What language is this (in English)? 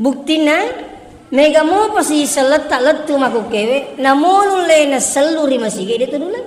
Buginese